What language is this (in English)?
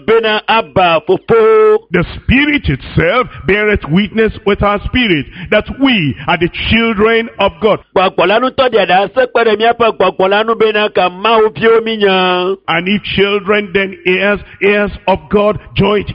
Ewe